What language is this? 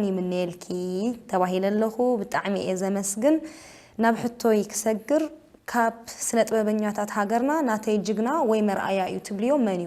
Tigrinya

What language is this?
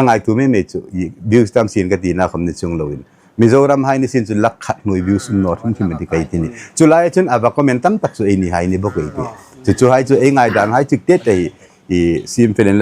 Hmar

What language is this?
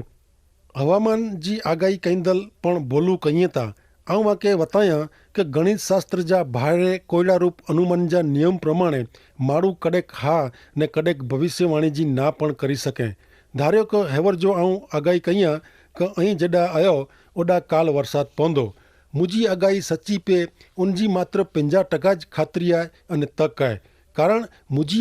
Kachhi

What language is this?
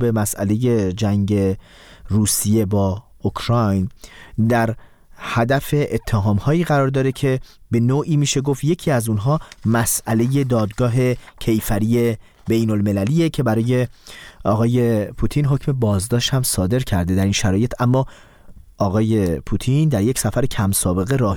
Persian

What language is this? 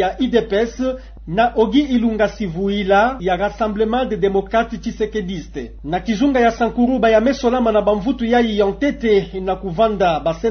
Kituba (Democratic Republic of Congo)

